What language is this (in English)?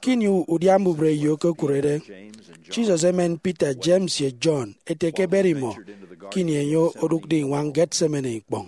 Efik